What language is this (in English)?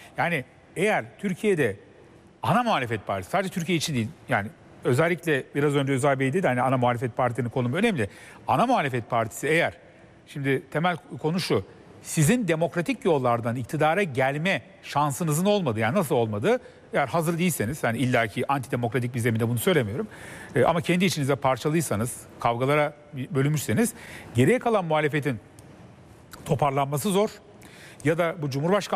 Turkish